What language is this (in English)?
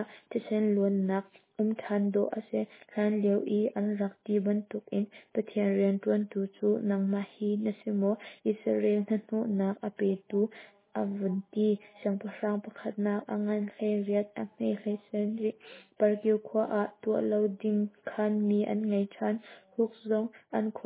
Hakha Chin